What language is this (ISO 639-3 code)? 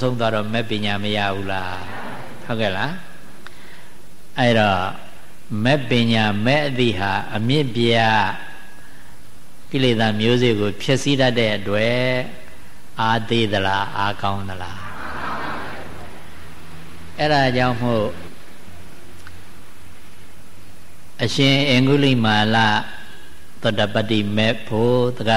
mya